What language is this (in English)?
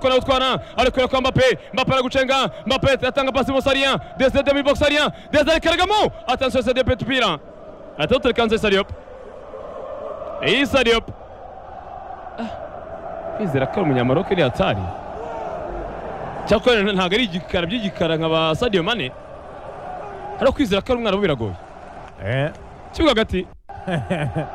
Kinyarwanda